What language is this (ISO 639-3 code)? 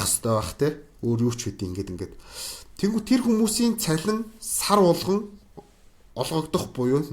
mon